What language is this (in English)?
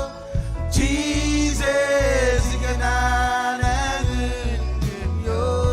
Marshallese